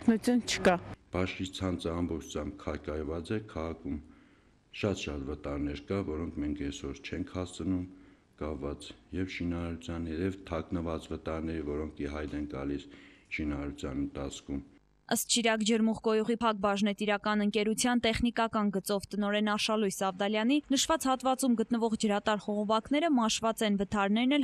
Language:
Armenian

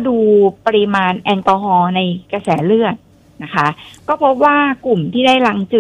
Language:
Thai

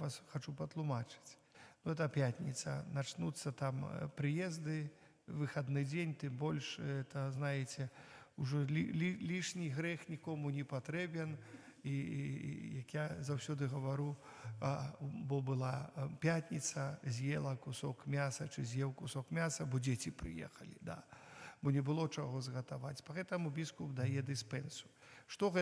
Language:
Belarusian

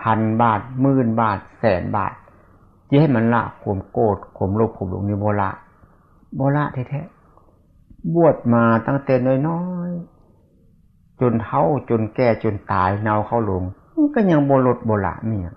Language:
Northeastern Thai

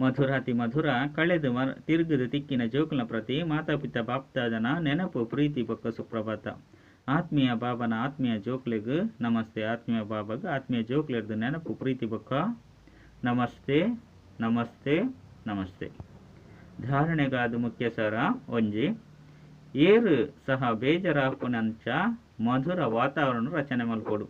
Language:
Tulu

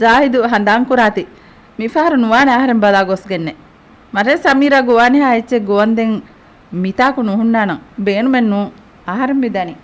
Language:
Divehi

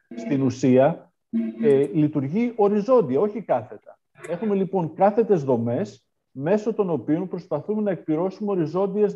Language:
Greek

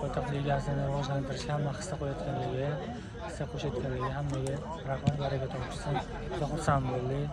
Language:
Uzbek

